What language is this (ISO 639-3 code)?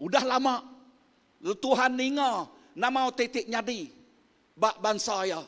iba